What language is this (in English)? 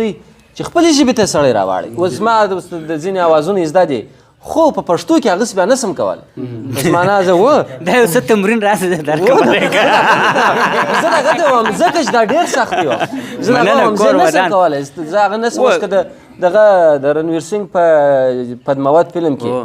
Pashto